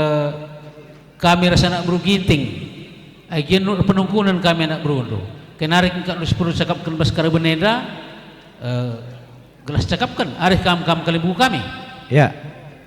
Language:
Batak Karo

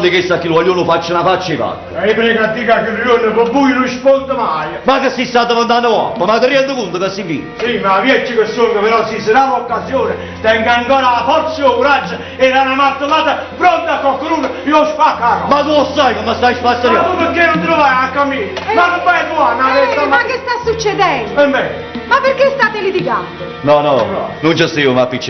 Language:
Neapolitan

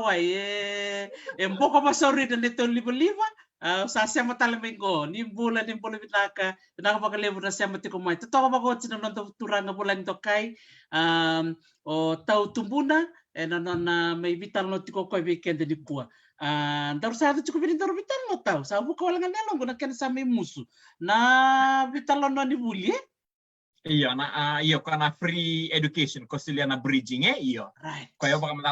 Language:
Fijian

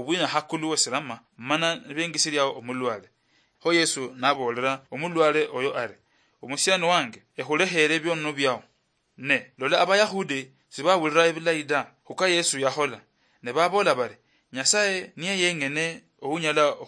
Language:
Luyia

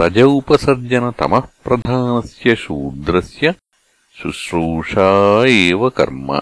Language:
Sanskrit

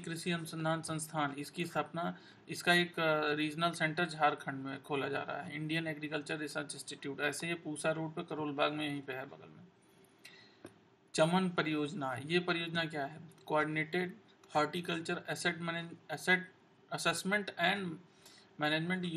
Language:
Hindi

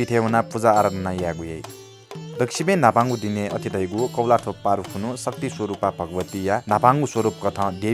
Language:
Newari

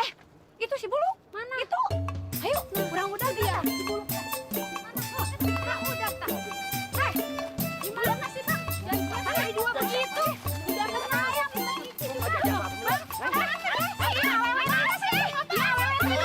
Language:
Betawi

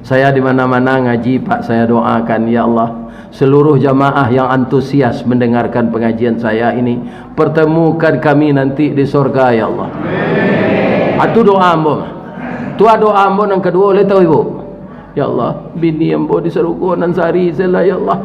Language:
Minangkabau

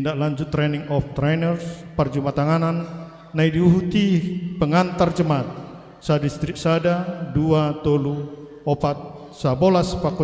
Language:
Batak Simalungun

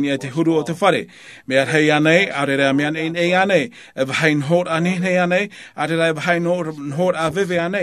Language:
Tahitian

